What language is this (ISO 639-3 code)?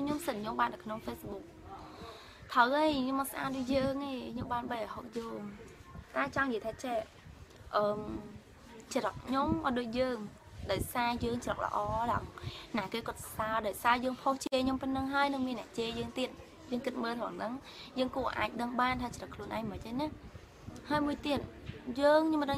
khm